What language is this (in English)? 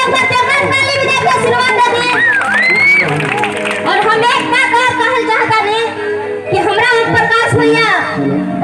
Bhojpuri